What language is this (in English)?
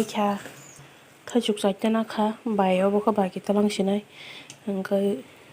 Kok Borok